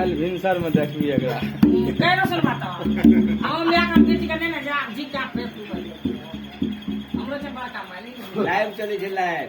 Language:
Maithili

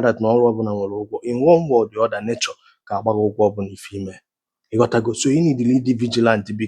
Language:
Igbo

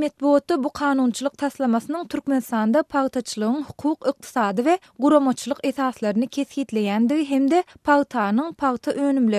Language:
Turkmen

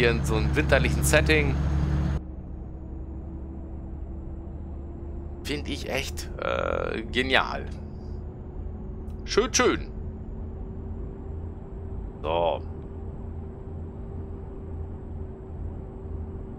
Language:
German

